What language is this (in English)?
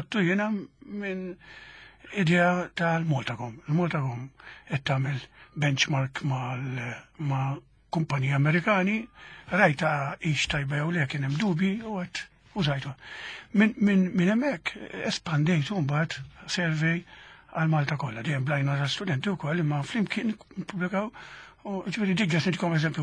Maltese